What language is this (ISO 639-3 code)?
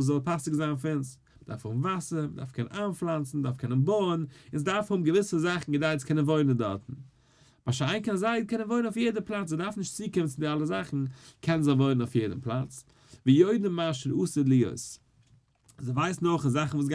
yid